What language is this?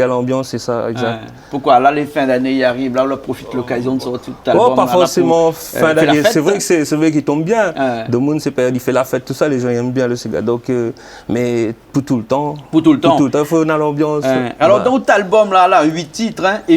Réunion Creole French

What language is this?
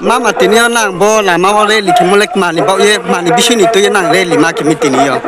Riang (India)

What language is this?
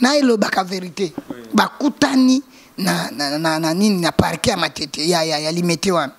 Lingala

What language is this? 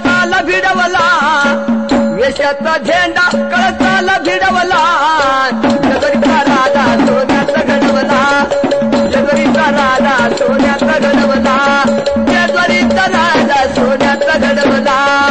Marathi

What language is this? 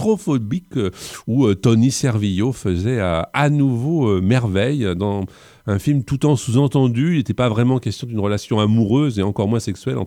French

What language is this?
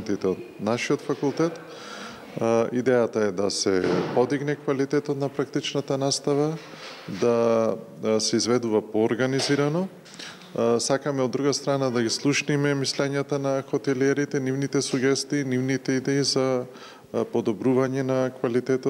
Macedonian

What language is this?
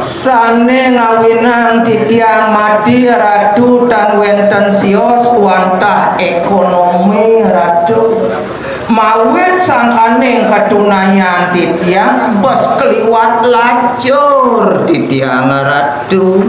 Balinese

